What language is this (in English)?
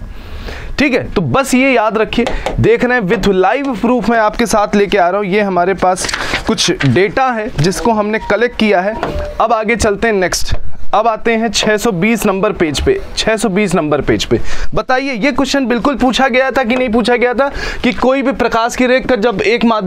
Hindi